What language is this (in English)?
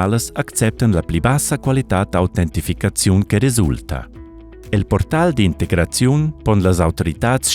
Romansh